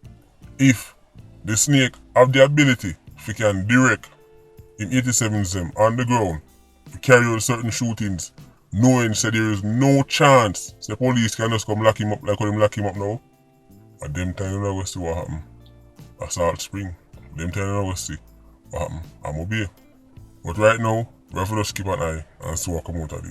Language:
Jamaican Creole English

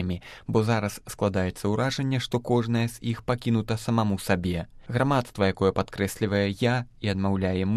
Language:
Belarusian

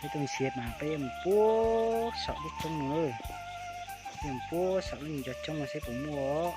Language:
Hmong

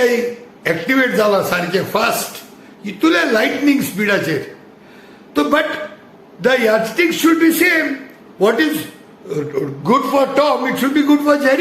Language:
Konkani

